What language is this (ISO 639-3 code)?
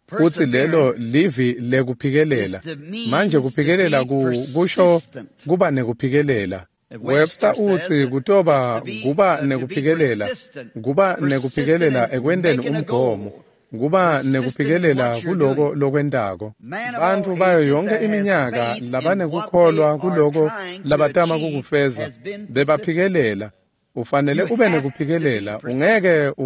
ssw